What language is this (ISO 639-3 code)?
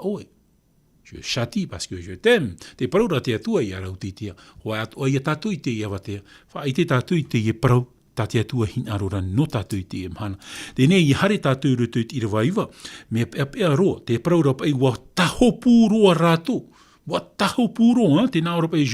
tah